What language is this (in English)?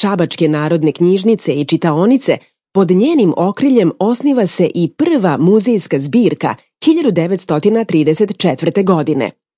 Serbian